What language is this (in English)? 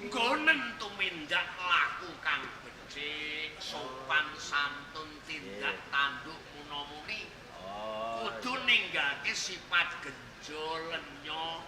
Javanese